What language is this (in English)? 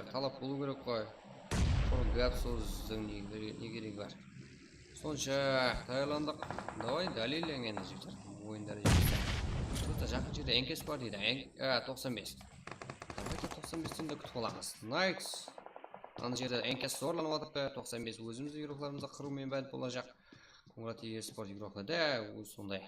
Kara-Kalpak